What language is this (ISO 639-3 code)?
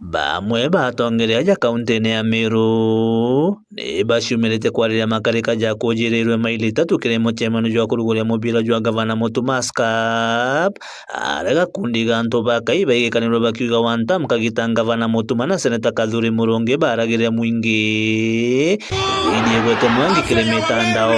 mer